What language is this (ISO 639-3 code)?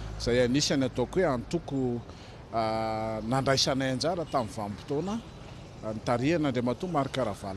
mlg